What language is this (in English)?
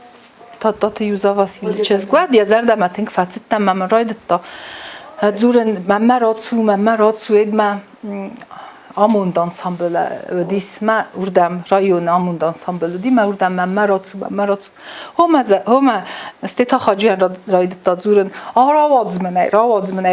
Ossetic